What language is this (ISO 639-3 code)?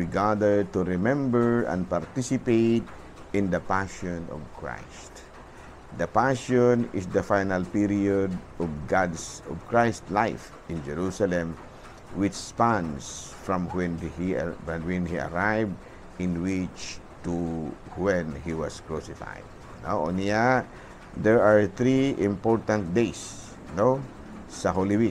ceb